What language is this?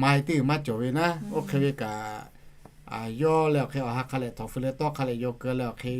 Lahu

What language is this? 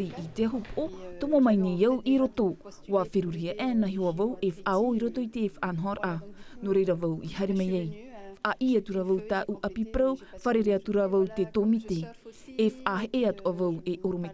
Tahitian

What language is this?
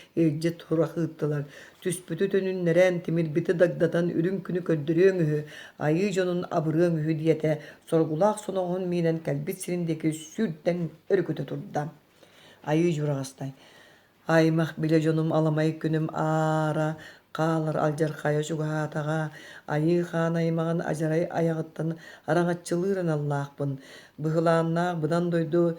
Yakut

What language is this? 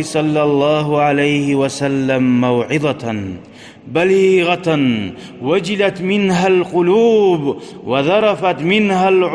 Kumyk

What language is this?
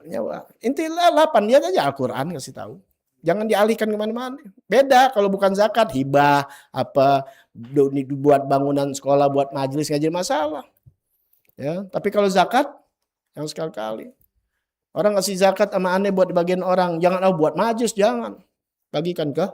Betawi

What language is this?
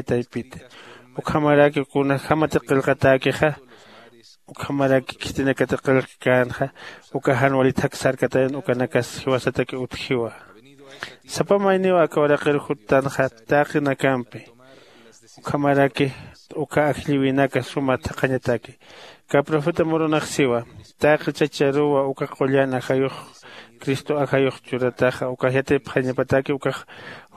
Aymara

